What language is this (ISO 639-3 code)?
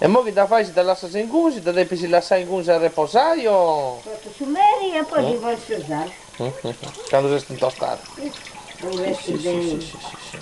srd